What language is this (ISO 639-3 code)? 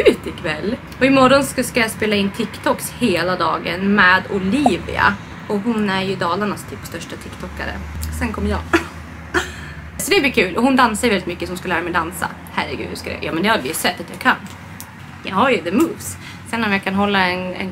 swe